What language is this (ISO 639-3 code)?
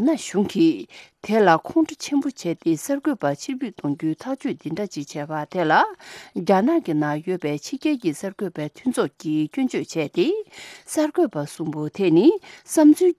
bod